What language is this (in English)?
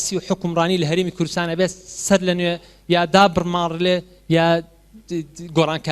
Central Kurdish